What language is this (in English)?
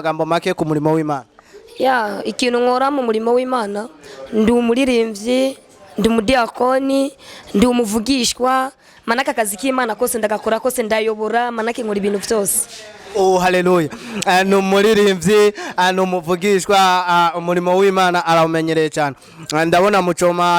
Rundi